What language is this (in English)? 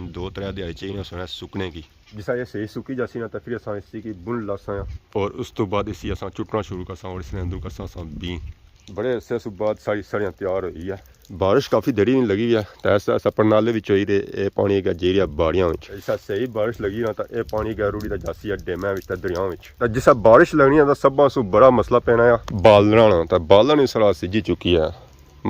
Pahari-Potwari